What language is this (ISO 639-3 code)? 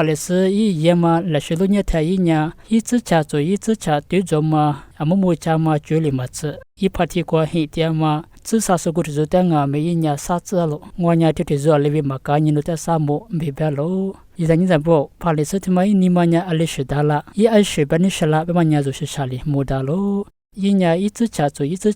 lis